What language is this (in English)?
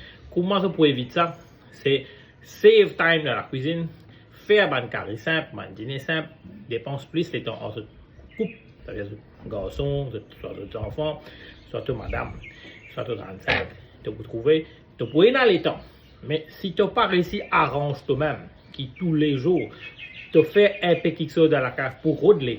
Morisyen